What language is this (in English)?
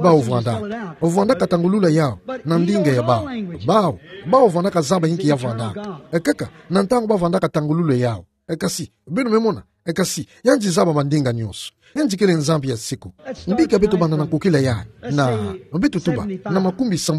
Kituba (Democratic Republic of Congo)